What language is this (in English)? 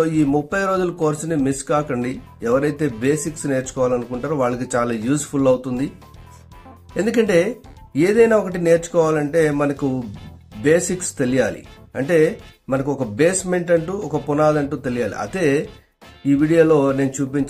Telugu